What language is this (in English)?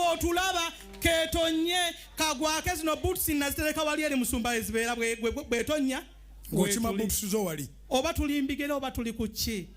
Ganda